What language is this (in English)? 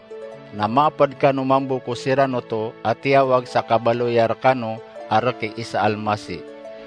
Maranao